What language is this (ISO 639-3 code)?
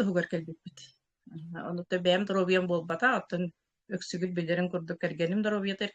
sah